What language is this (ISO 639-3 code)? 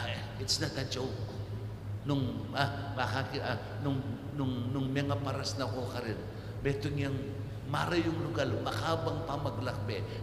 pam